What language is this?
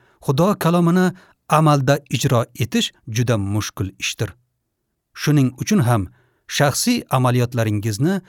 Uzbek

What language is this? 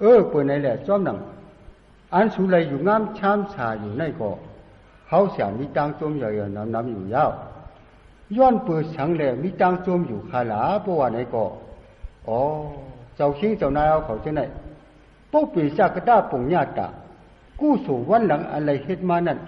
Shan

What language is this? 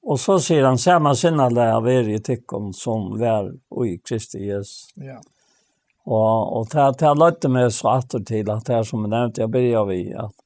Faroese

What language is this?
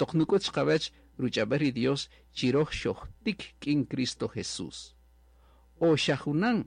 Kaqchikel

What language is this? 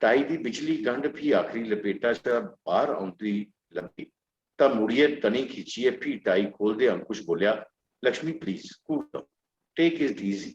Dogri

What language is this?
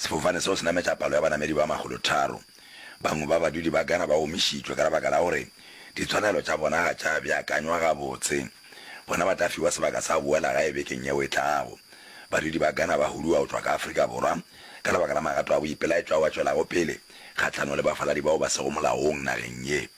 Northern Sotho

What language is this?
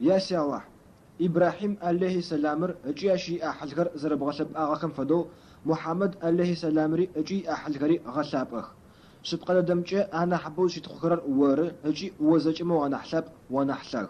Adyghe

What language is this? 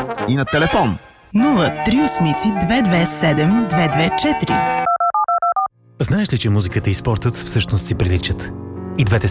Bulgarian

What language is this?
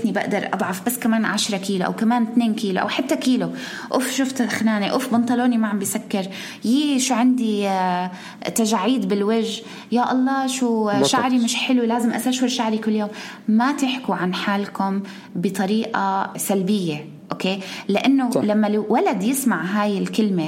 North Levantine Arabic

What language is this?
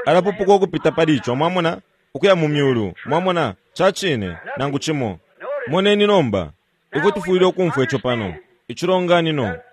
Bemba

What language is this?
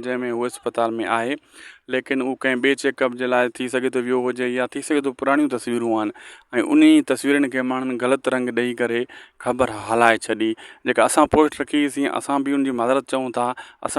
Sindhi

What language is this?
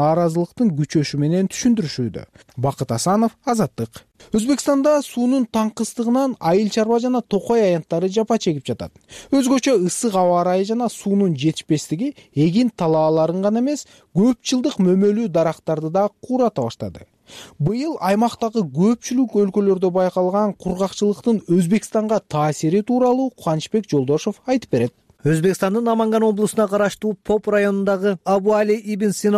Kyrgyz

